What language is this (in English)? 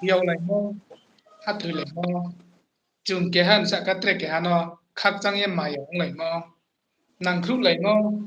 Riang (India)